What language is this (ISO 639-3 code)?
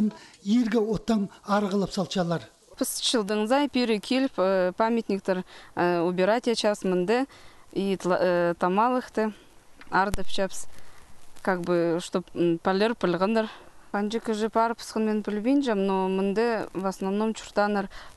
kjh